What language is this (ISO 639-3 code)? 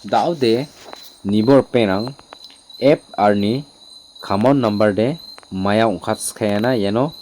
grt